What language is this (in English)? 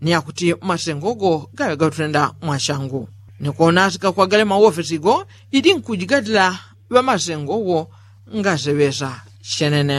Yao